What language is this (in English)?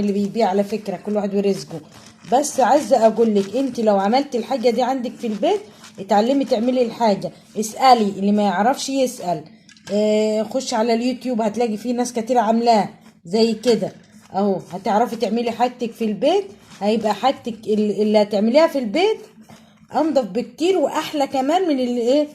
Egyptian Arabic